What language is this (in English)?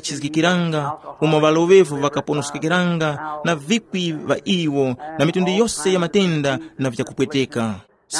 Tumbuka